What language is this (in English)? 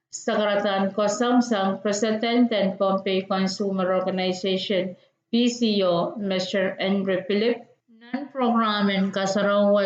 Pohnpeian